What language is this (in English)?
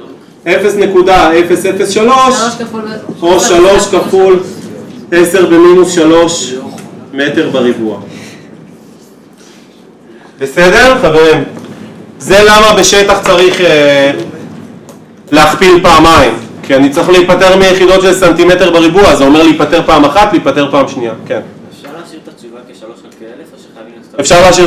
Hebrew